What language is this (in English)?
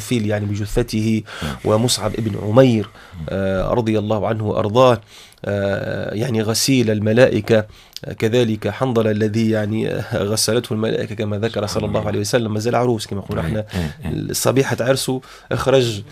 Tunisian Arabic